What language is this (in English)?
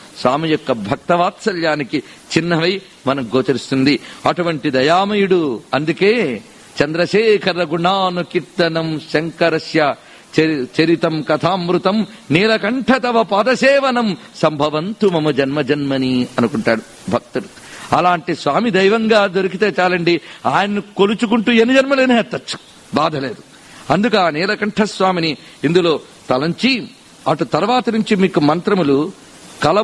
Telugu